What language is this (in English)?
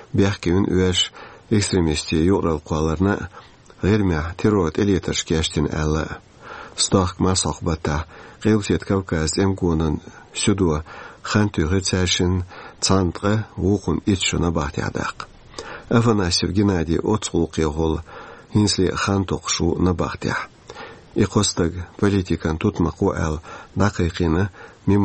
Chechen